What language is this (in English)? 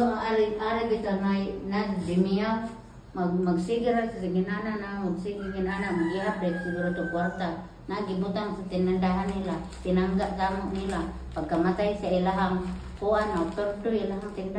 Cebuano